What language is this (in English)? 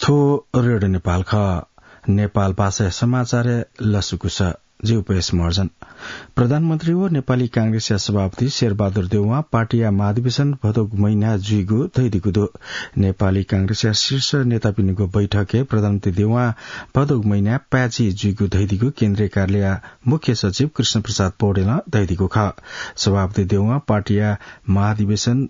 Newari